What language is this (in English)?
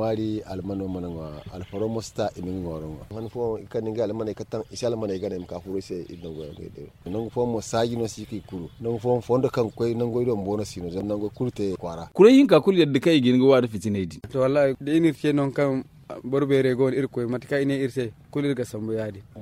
Zarma